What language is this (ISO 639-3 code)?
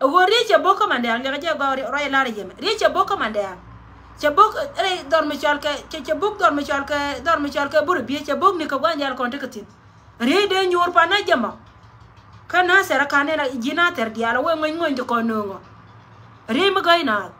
nus